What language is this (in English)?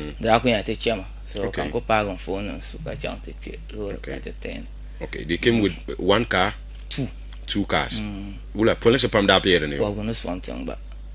Dagbani